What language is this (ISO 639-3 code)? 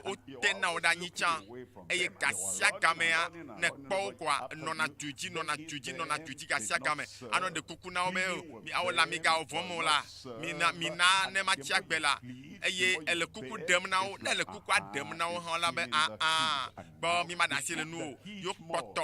ewe